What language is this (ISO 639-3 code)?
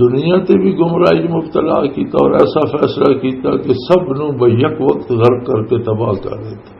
lah